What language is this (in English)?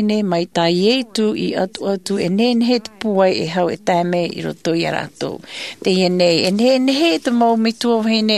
Tahitian